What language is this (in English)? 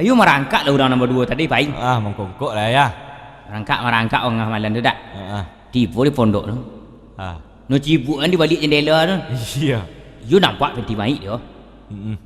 Minangkabau